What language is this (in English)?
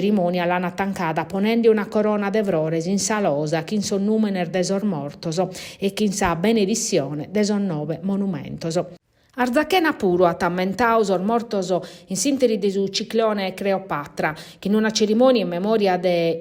Sardinian